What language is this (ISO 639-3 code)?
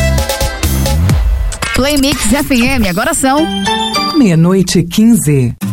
por